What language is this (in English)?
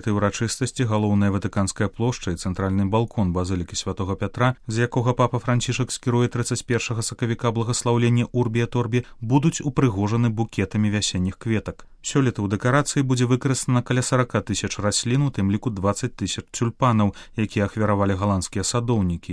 Belarusian